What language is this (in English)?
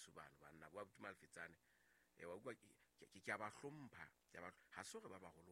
Southern Sotho